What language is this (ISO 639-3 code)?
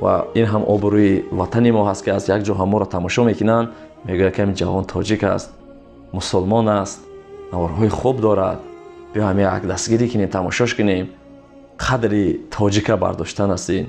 tgk